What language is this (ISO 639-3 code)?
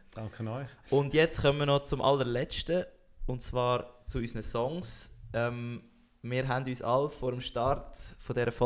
gsw